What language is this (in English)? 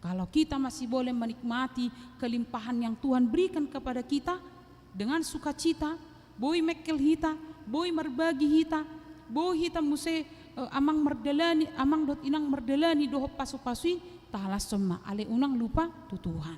Batak Toba